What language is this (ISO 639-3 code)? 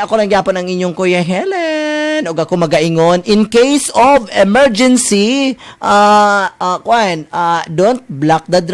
ceb